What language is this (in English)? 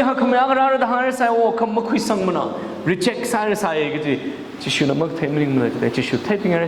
Tangkhul Naga (India)